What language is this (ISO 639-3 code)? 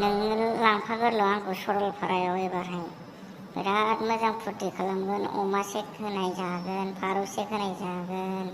brx